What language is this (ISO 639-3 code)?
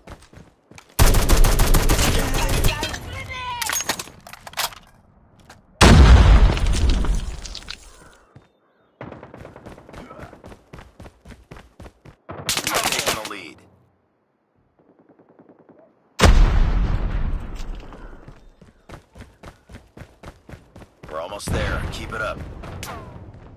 eng